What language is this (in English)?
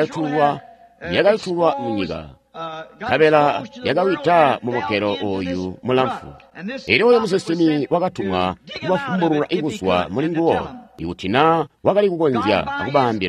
Tonga (Zambia)